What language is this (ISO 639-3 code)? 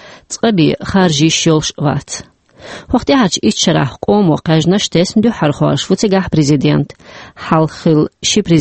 che